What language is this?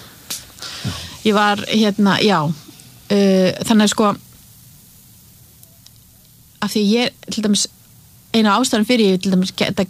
Icelandic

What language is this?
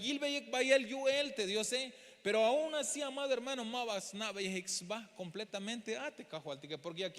Tzeltal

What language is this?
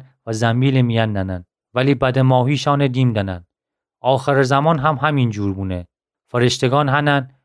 Gilaki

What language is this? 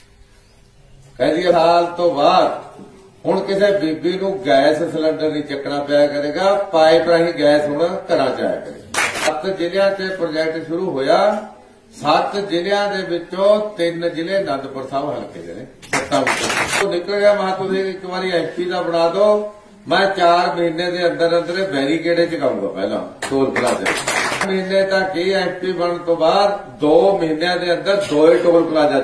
Punjabi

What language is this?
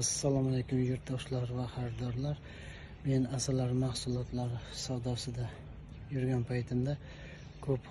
Uzbek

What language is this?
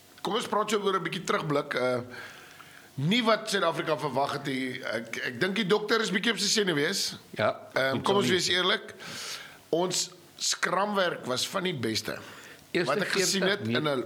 Afrikaans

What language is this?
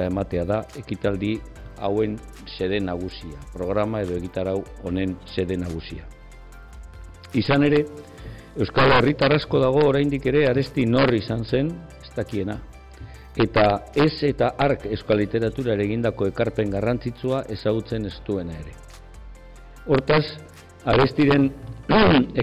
Basque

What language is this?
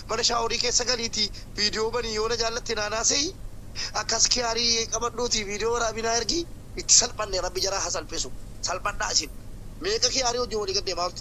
Oromo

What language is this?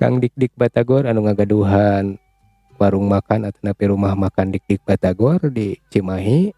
Sundanese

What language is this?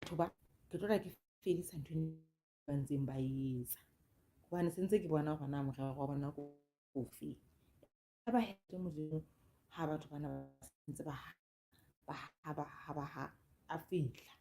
Southern Sotho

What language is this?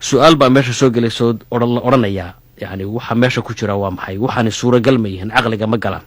Somali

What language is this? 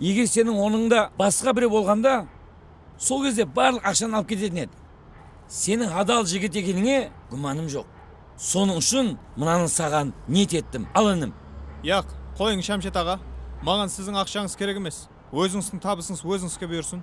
Kara-Kalpak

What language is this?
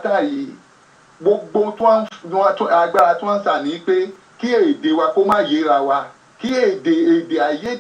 Yoruba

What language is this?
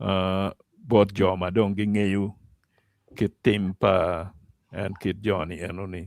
Acoli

